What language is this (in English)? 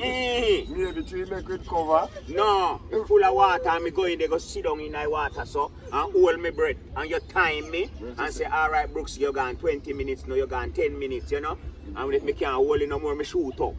Jamaican Creole English